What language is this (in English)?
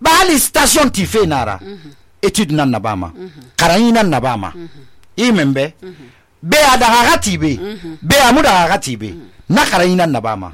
Susu